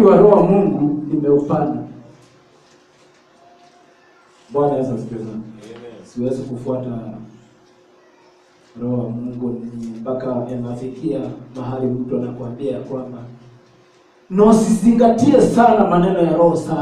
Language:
Swahili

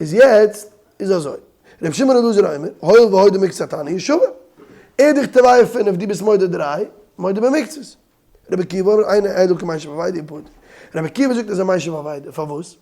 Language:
Yiddish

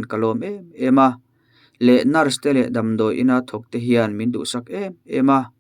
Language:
Mizo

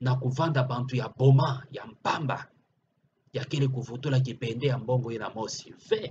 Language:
Kituba (Democratic Republic of Congo)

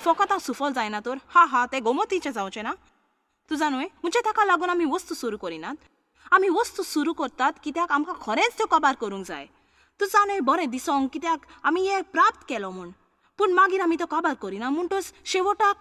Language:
Konkani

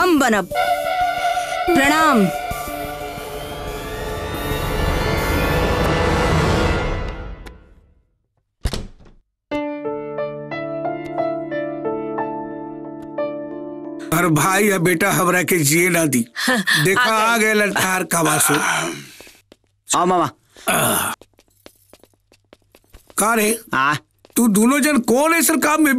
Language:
Bhojpuri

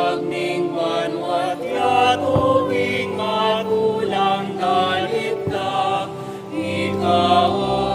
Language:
Pampanga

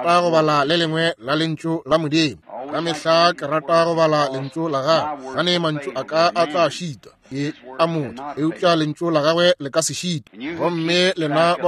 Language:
Northern Sotho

